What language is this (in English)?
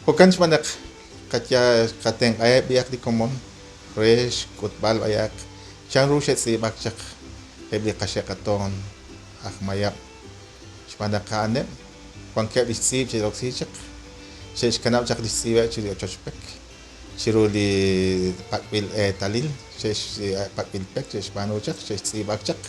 Kekchí